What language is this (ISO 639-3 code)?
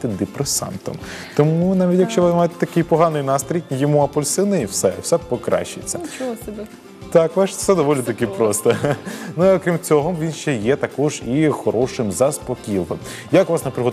ukr